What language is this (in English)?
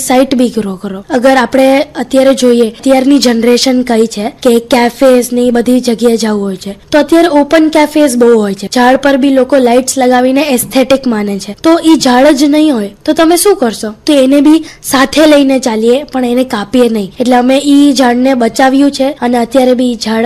Gujarati